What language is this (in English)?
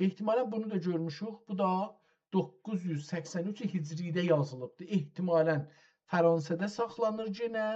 South Azerbaijani